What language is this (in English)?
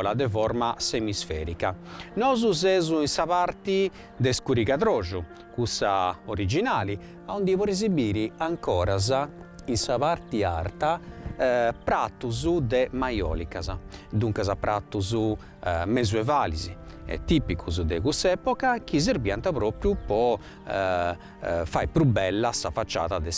Sardinian